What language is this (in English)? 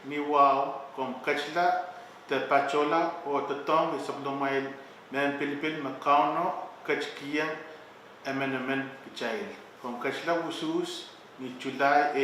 Pohnpeian